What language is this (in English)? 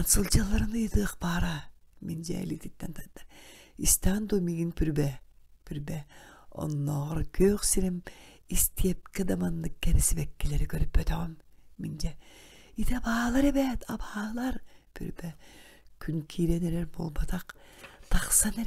Yakut